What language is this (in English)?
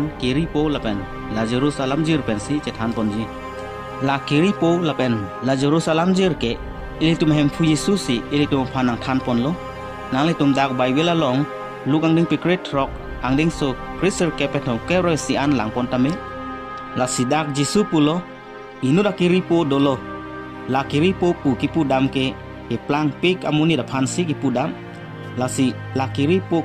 Karbi